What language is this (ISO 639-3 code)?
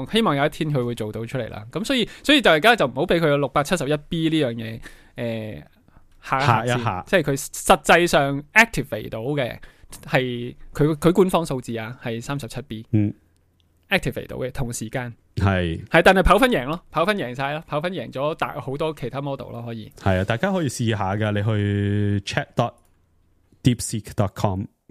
yue